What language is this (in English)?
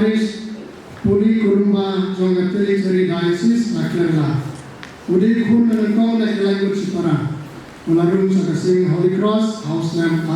Khasi